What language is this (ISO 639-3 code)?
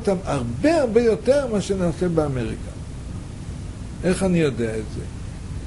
heb